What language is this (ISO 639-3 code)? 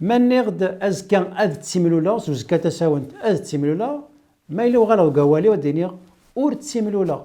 kab